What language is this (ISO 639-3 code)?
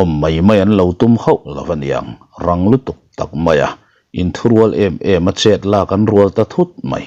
lus